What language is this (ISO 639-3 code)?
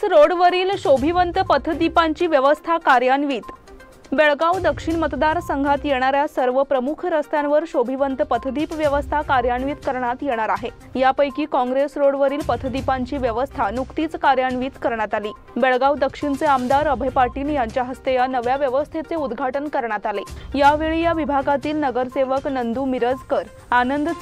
mar